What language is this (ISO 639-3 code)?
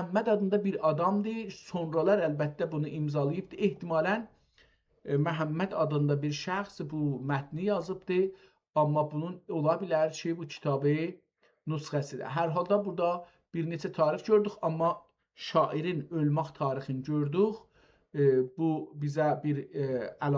azb